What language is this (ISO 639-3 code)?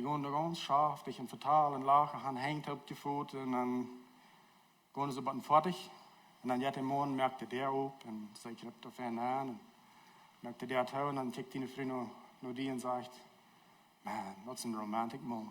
pdt